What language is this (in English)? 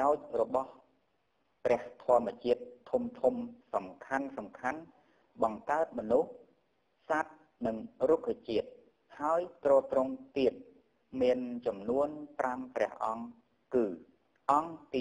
Khmer